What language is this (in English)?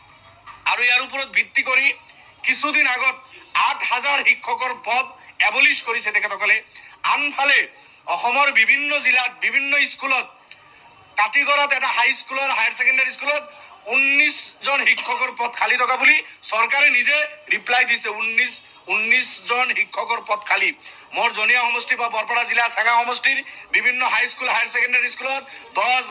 Assamese